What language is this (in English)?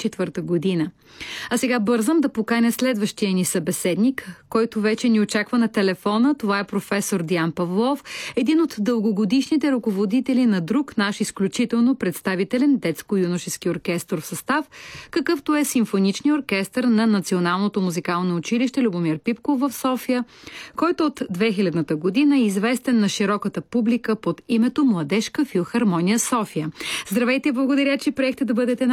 Bulgarian